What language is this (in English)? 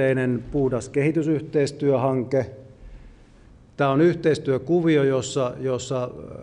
Finnish